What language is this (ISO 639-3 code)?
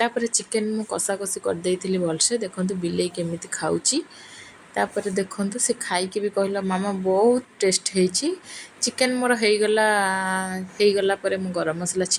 ori